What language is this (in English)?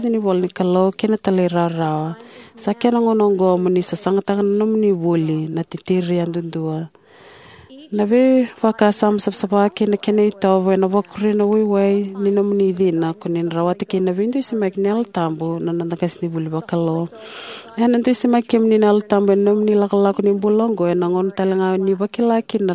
Fijian